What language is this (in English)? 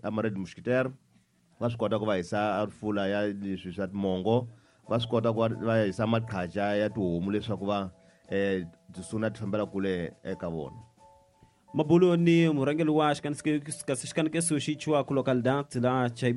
Tsonga